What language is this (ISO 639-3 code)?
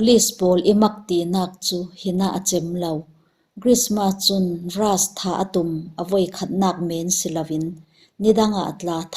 cfm